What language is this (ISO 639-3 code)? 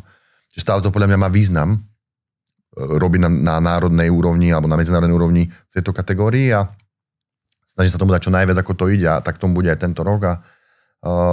slk